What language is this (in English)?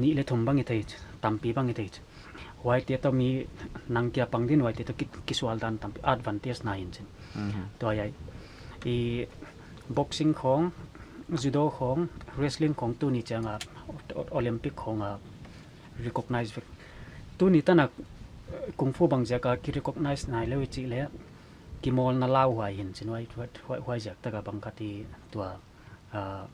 Paite Chin